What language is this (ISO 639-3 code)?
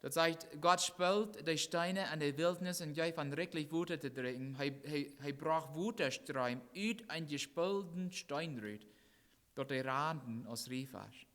pdt